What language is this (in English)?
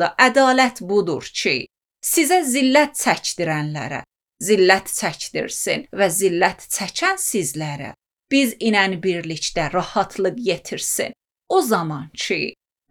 Azerbaijani